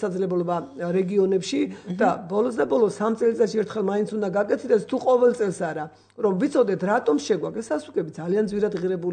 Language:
Georgian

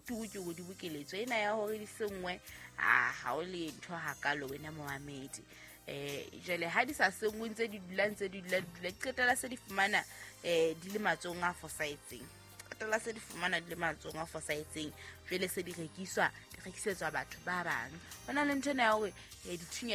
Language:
Southern Sotho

